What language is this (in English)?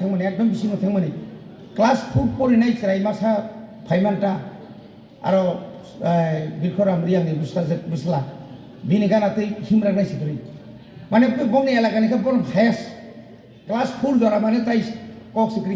Kok Borok